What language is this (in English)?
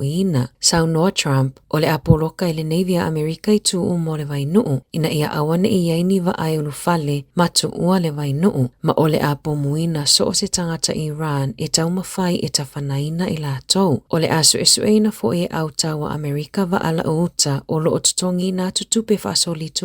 Samoan